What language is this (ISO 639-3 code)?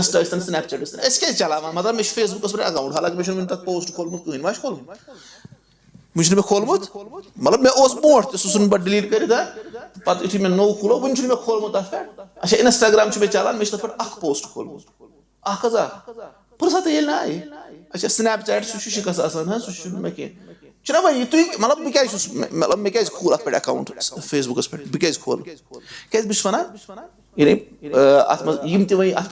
kas